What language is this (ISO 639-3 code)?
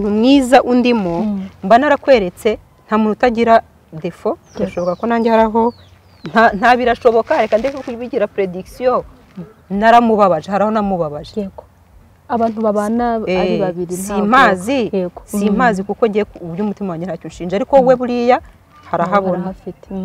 kin